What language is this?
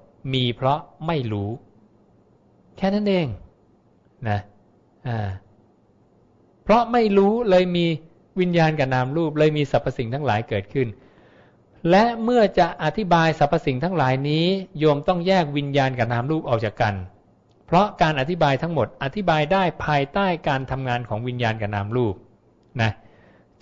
Thai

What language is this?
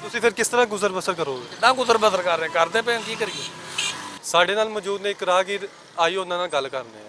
Western Panjabi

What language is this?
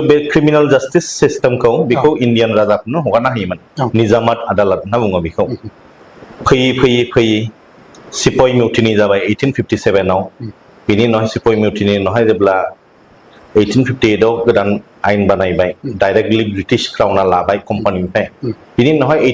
Bodo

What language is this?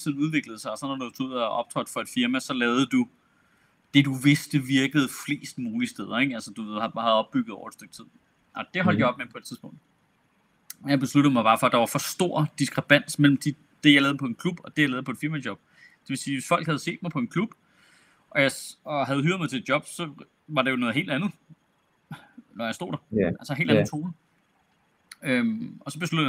Danish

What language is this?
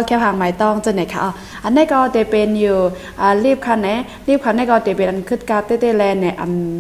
Shan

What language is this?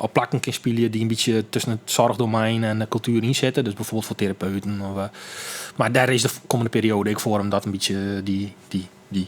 Western Frisian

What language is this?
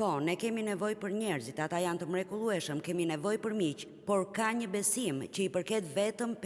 Albanian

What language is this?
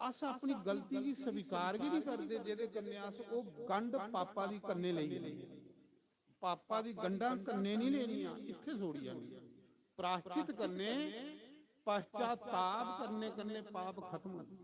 Dogri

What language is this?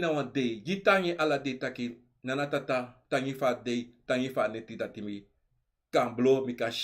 Sranan Tongo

